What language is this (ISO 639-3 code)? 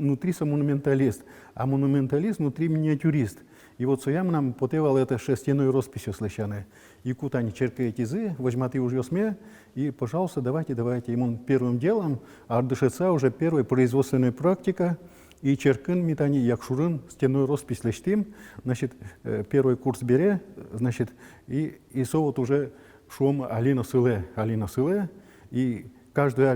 udm